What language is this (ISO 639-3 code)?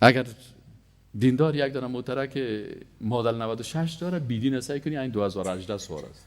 fas